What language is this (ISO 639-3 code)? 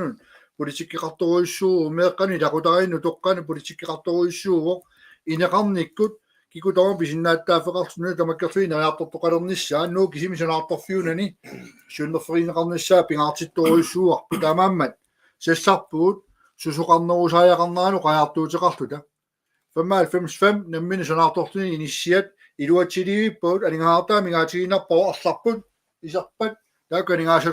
kal